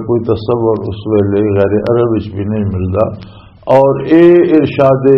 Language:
Western Panjabi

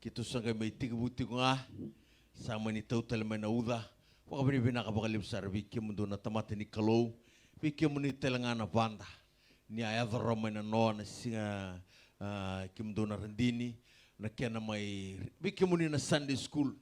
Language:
Fijian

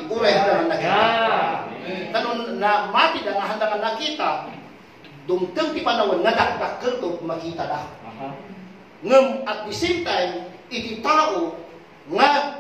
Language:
Iloko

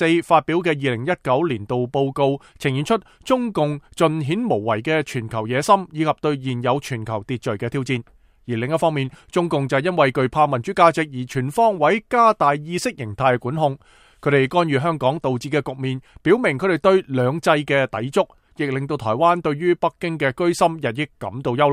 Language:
Cantonese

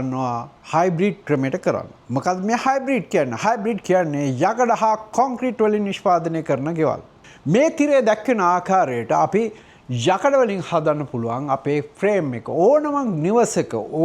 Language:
Sinhala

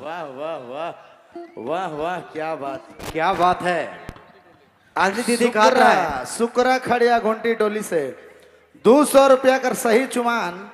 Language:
Sadri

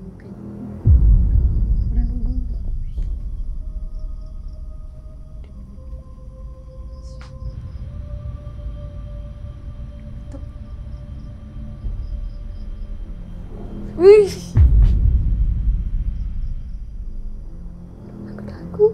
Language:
Malay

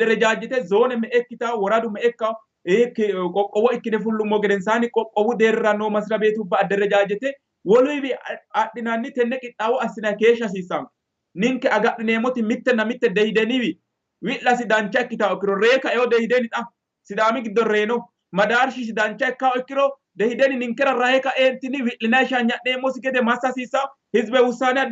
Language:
Sidamo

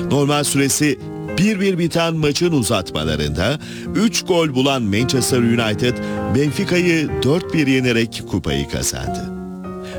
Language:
Turkish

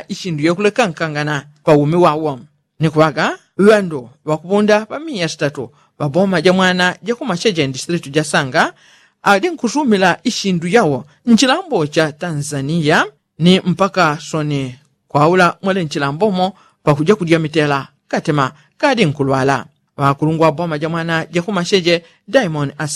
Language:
Yao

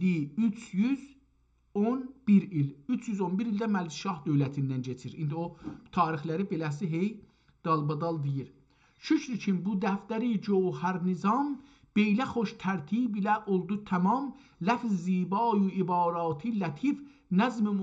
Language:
South Azerbaijani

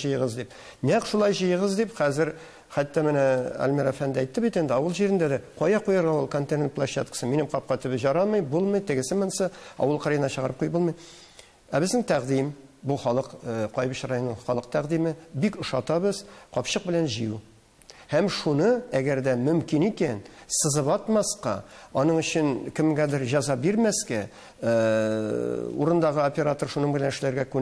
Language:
Tatar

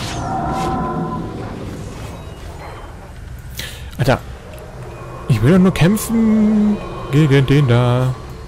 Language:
German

